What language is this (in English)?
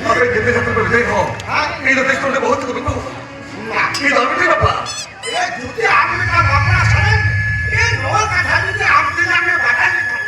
Santali